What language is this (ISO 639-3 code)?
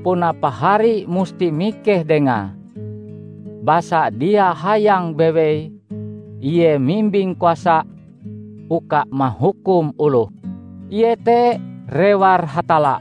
nij